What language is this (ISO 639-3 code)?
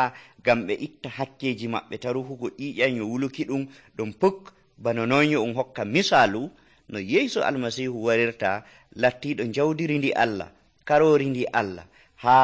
fuv